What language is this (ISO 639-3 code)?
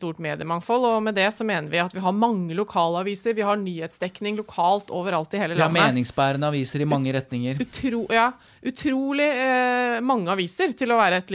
nor